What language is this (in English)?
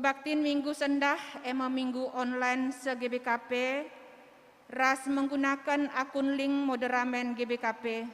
Batak Karo